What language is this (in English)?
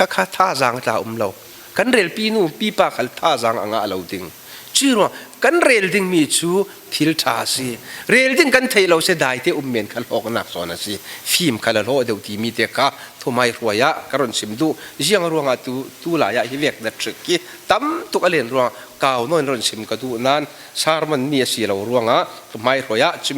Falam Chin